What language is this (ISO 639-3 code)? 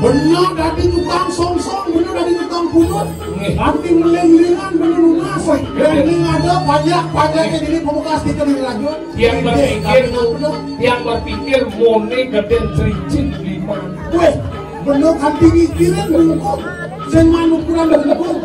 ban